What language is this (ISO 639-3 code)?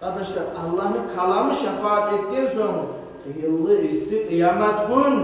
kum